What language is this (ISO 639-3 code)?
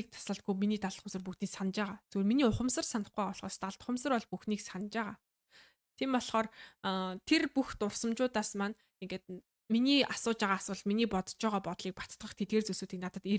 mon